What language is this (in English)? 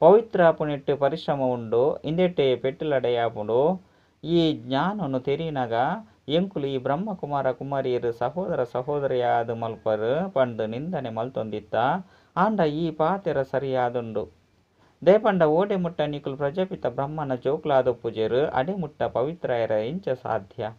Tulu